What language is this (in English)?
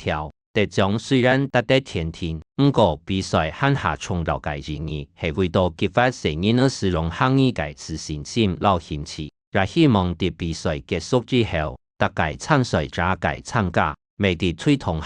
Hakka Chinese